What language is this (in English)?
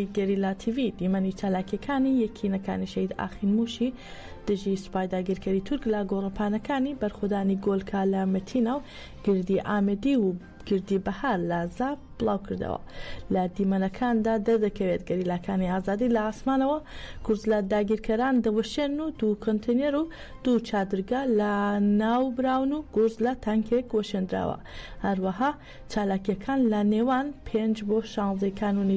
Central Kurdish